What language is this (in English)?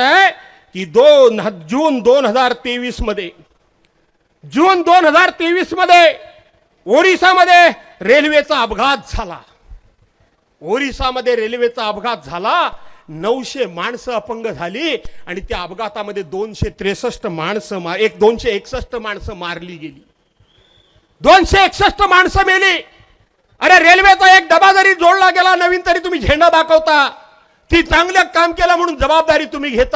Marathi